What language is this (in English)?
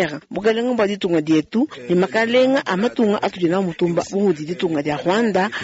Luba-Lulua